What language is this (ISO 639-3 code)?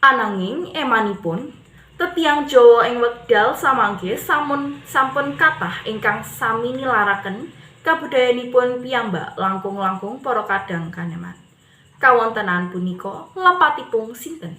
jav